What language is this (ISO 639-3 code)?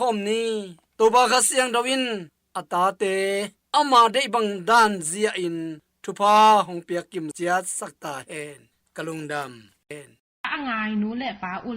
ctd